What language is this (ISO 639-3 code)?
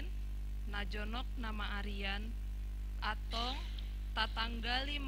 bbc